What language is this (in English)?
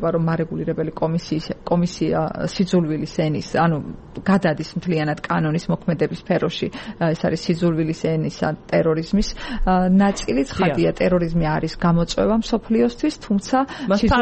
Georgian